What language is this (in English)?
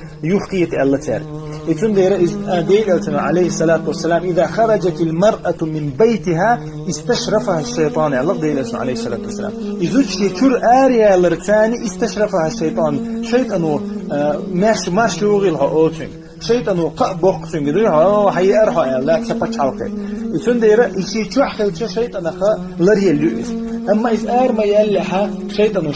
Chechen